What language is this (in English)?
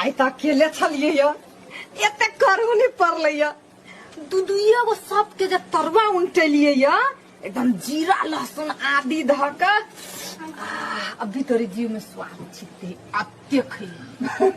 Maithili